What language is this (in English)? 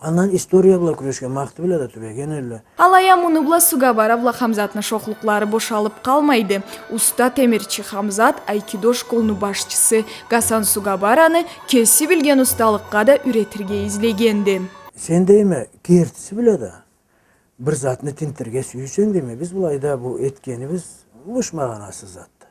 Karachay-Balkar